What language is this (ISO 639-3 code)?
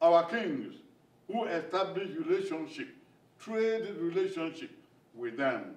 bin